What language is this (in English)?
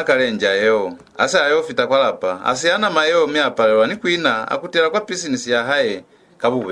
Lozi